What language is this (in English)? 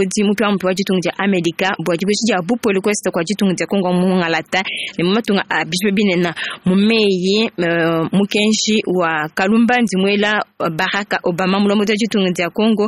Luba-Lulua